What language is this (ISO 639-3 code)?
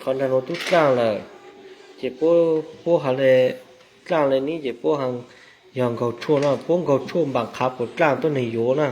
hmn